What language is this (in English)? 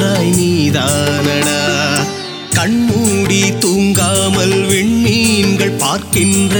Tamil